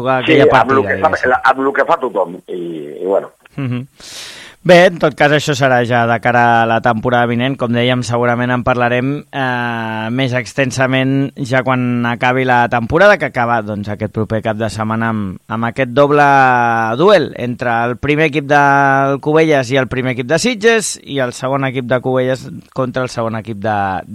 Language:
Catalan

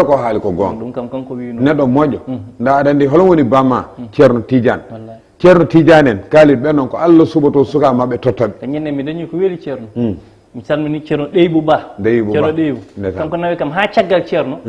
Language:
Fula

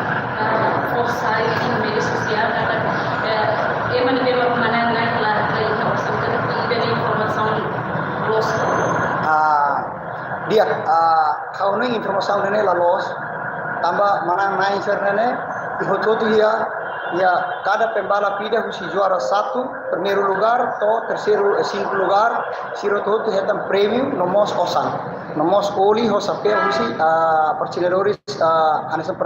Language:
Tetum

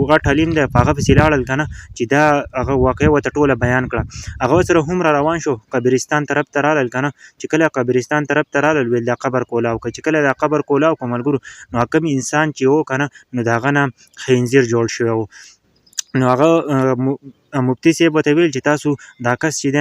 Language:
Pashto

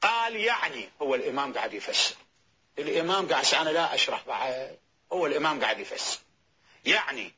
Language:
Mesopotamian Arabic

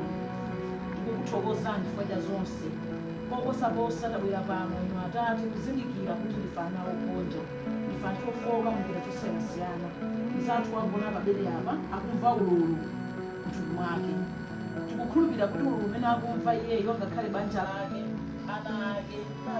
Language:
Nyanja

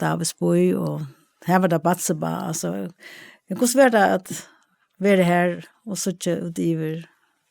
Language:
Faroese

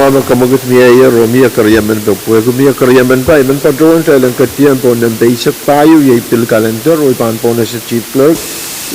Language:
Pohnpeian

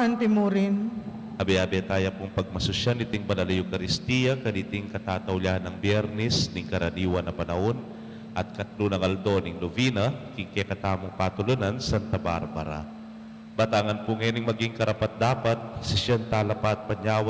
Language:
Pampanga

